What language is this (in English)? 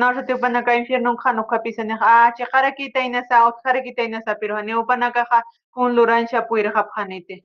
Aymara